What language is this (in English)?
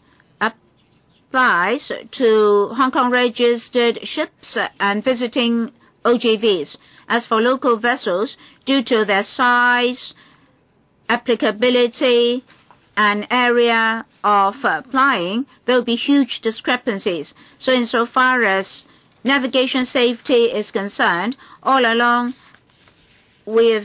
English